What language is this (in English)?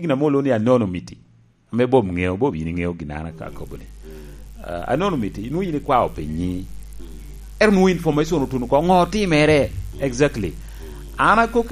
Lango (Uganda)